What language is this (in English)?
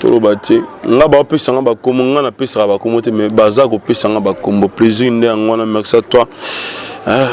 Lingala